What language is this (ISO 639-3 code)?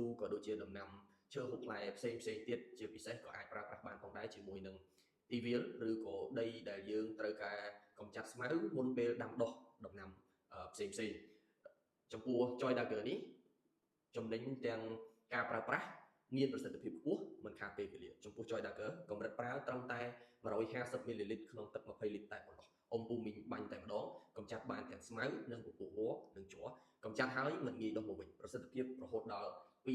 khm